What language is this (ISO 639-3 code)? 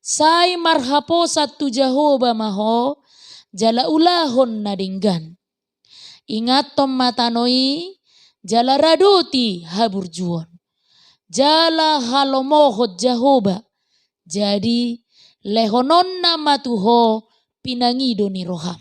bbc